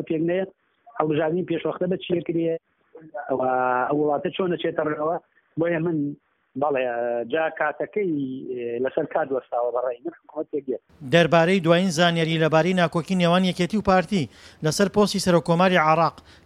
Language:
Central Kurdish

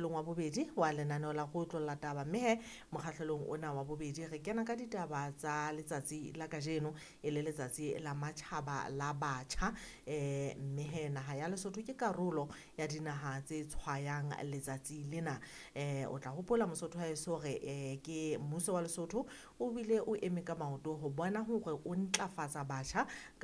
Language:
Southern Sotho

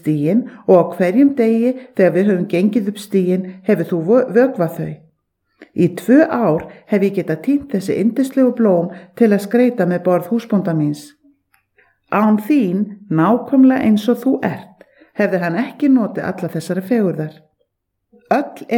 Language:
Icelandic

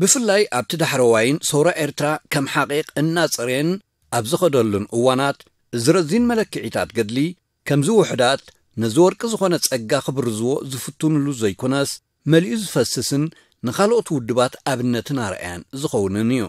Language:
Tigrinya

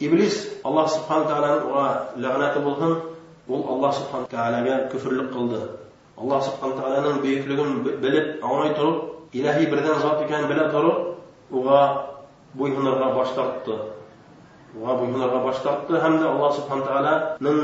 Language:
Bashkir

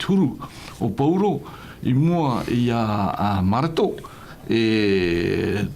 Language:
Tahitian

